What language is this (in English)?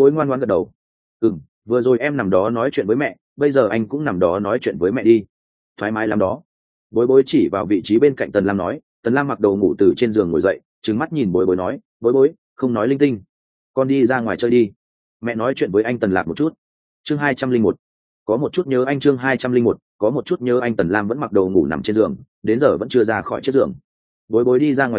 Vietnamese